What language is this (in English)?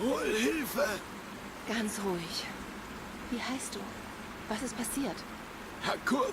Swiss German